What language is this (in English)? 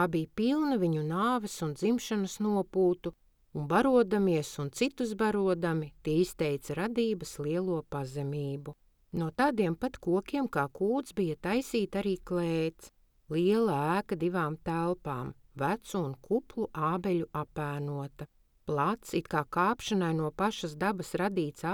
Latvian